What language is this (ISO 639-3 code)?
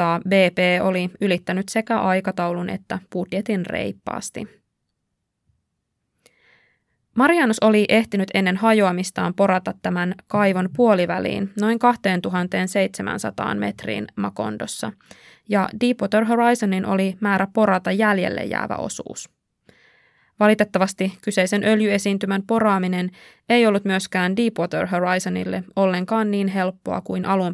fin